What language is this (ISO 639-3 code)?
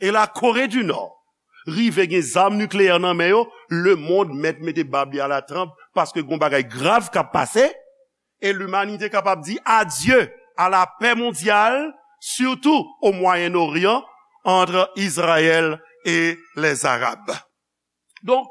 hat